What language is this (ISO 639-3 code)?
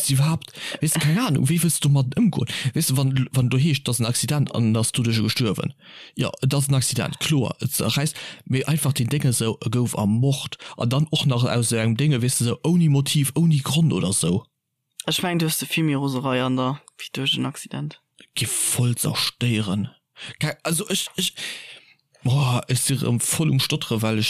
ltz